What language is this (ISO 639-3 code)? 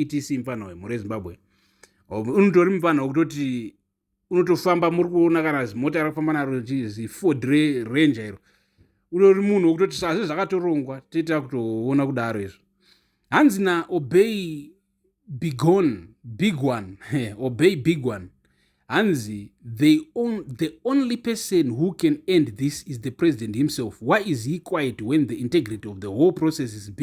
sna